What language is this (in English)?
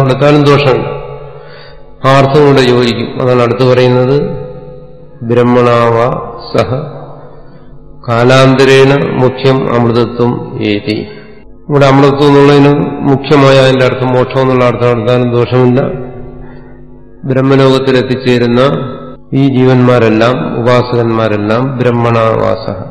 Malayalam